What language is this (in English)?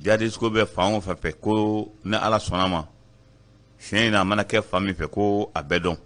Bambara